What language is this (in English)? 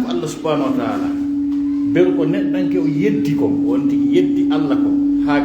Pular